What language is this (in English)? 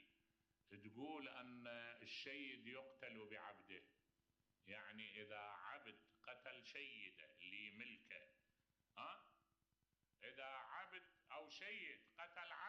Mesopotamian Arabic